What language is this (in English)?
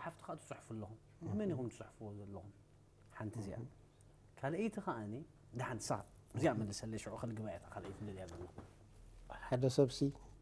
Tigrinya